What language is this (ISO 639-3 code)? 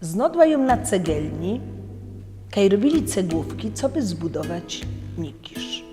szl